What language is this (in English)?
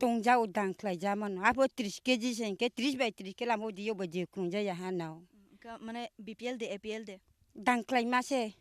Kok Borok